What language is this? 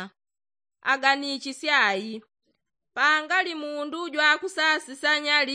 Yao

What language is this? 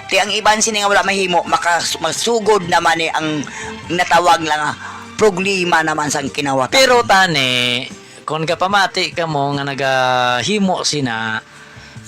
Hiligaynon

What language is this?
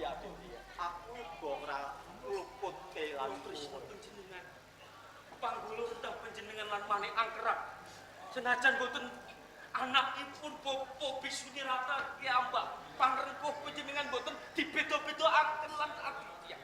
Javanese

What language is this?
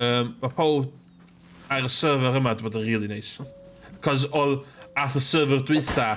Welsh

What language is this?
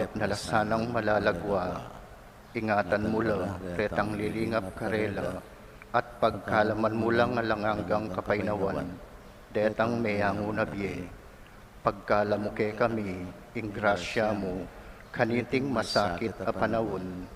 Pampanga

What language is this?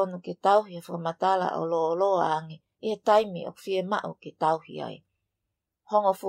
Tongan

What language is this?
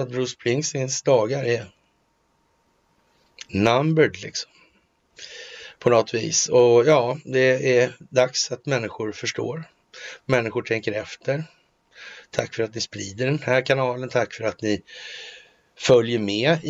Swedish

